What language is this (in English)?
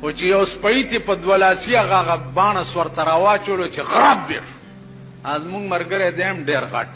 Pashto